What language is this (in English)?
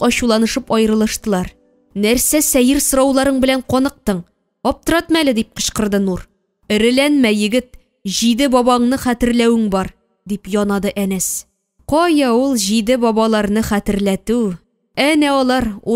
Tatar